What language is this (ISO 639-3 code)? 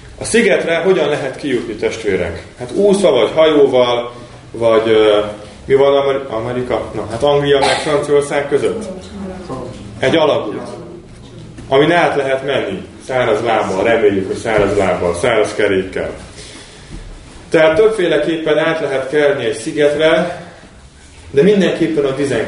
hun